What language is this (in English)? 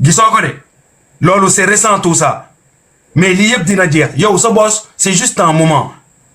Wolof